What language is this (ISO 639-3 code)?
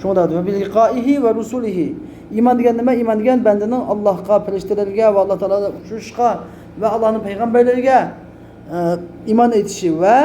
uig